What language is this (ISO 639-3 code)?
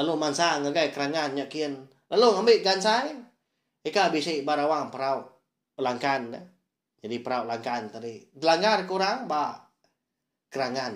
iba